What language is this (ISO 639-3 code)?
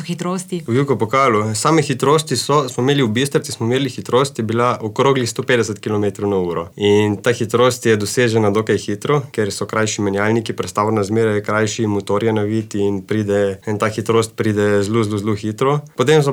slv